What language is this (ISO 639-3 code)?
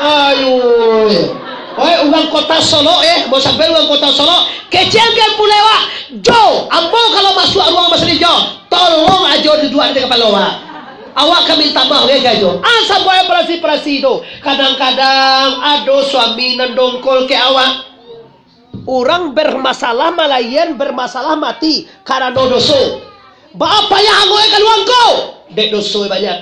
min